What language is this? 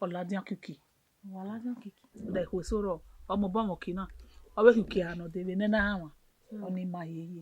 Bini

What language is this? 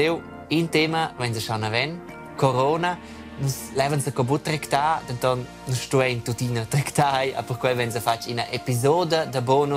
Romansh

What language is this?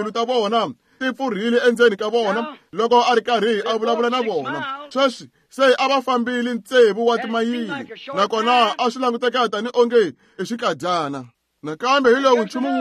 Tsonga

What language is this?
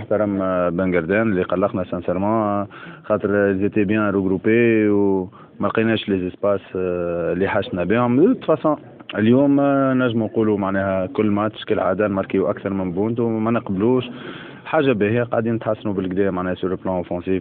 Tunisian Arabic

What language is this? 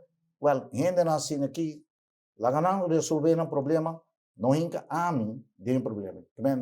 Papiamento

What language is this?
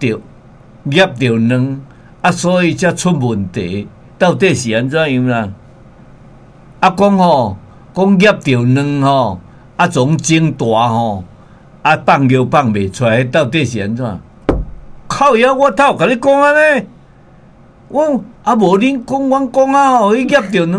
Min Nan Chinese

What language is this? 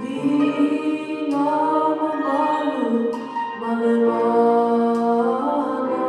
Samoan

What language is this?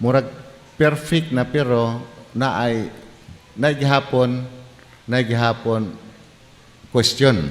Cebuano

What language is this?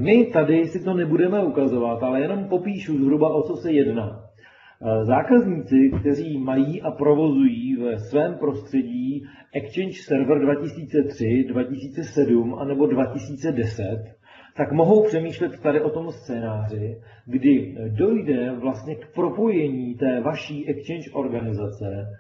Czech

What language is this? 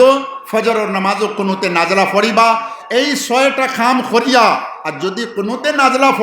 Sylheti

